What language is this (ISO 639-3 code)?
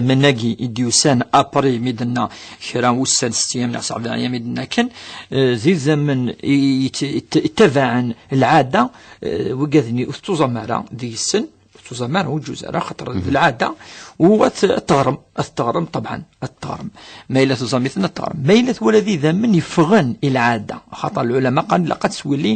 kab